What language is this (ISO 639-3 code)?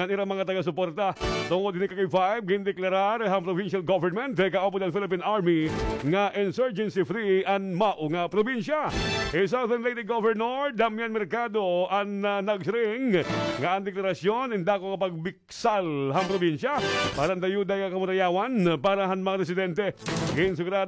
war